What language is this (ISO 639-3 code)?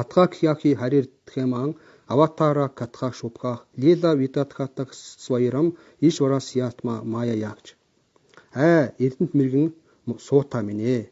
mon